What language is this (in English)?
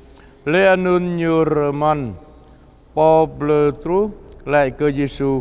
Jarai